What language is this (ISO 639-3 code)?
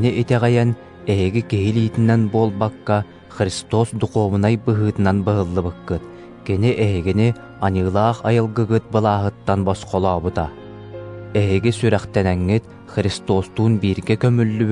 sah